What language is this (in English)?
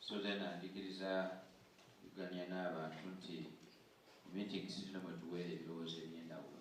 Soga